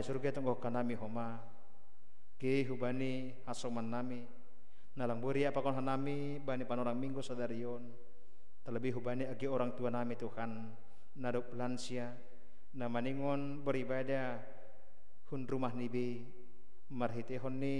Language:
Batak Simalungun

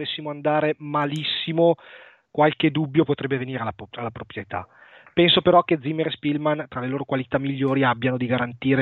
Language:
Italian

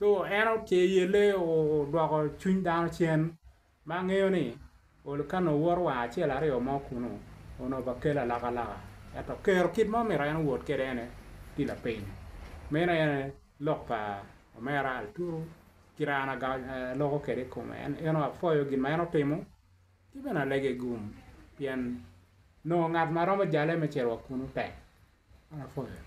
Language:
Acoli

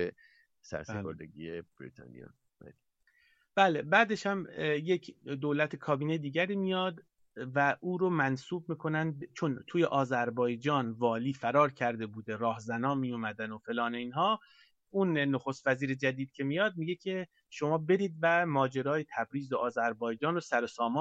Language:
Persian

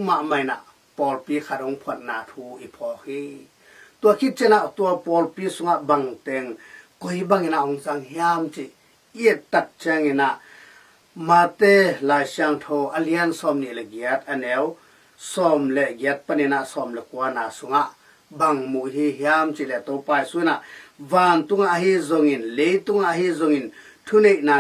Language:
Tedim Chin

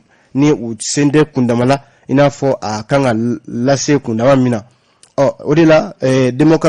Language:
Bambara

